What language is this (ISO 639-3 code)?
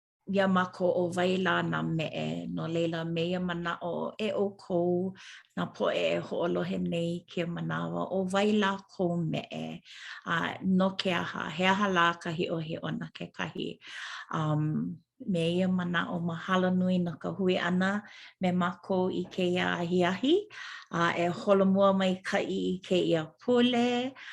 haw